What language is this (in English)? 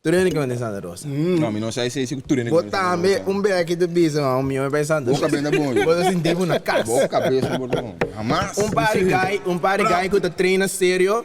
Papiamento